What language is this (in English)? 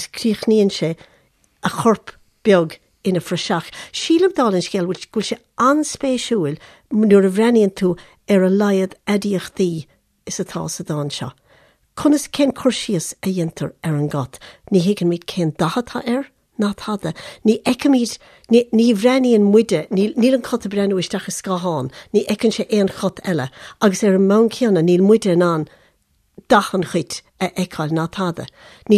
Irish